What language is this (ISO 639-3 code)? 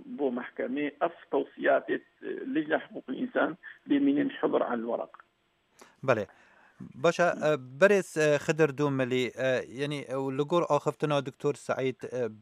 kur